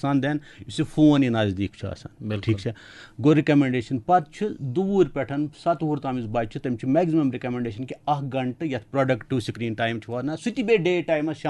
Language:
Kashmiri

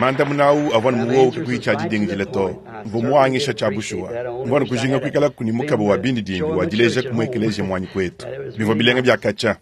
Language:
Luba-Lulua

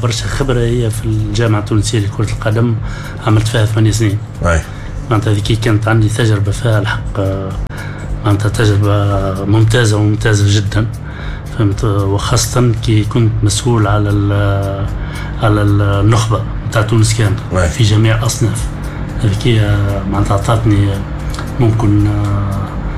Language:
Tunisian Arabic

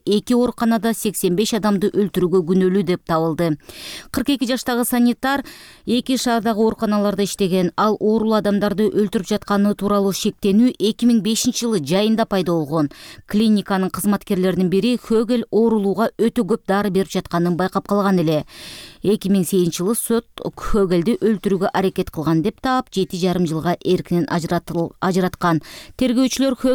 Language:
Kyrgyz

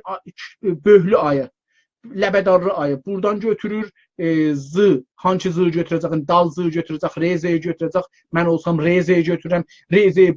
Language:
South Azerbaijani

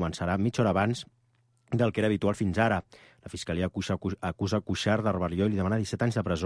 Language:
Catalan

